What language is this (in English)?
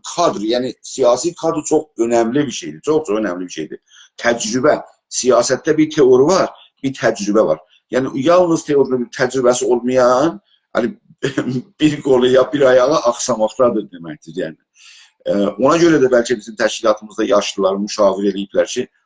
South Azerbaijani